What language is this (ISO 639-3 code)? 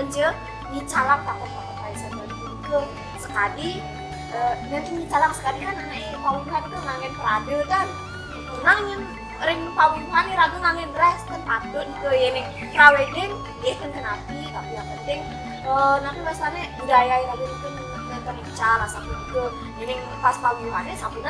ban